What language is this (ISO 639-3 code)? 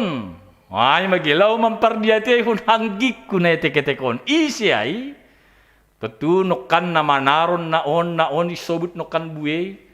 bts